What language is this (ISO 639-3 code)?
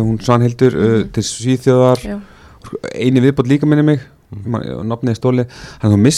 isl